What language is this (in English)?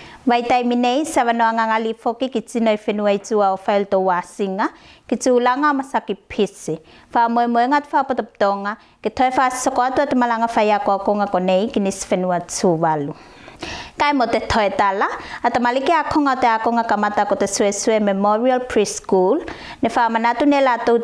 Tuvalu